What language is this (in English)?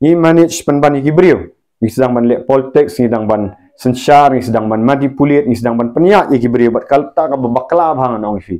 Khasi